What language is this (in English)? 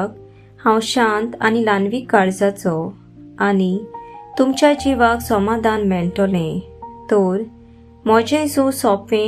Konkani